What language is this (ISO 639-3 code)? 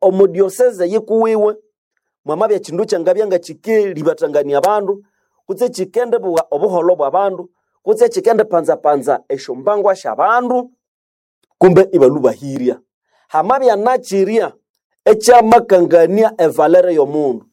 nnb